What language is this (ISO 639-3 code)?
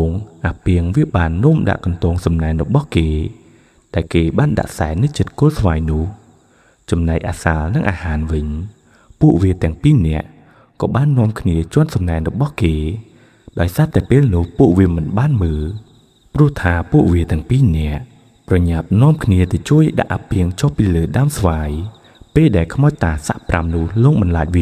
khm